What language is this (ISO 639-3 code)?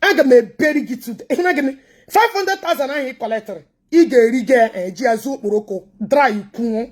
ibo